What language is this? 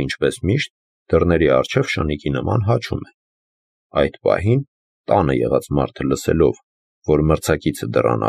Armenian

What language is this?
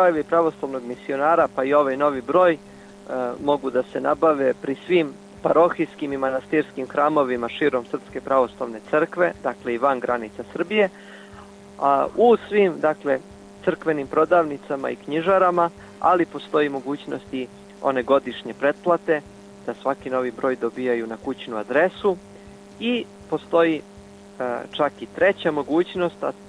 Serbian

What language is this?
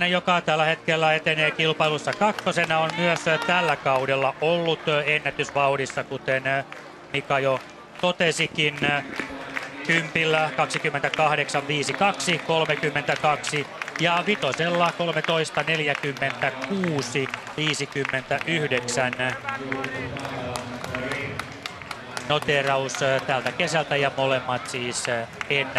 Finnish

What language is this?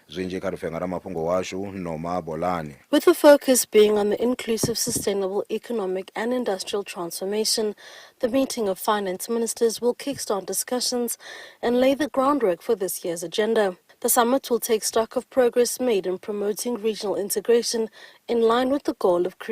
Venda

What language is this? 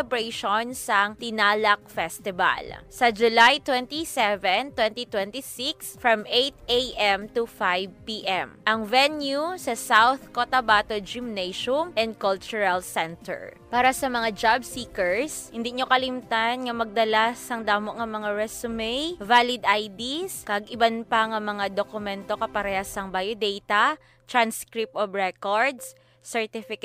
Hiligaynon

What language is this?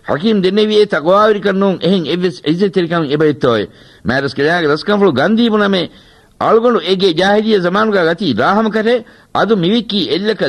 Divehi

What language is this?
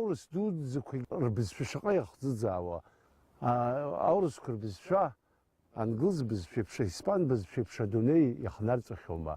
Abkhazian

